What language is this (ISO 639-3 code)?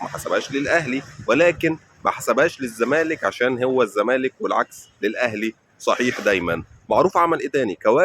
arz